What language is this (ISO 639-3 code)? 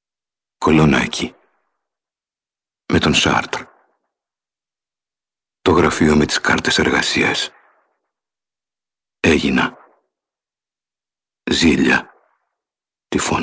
ell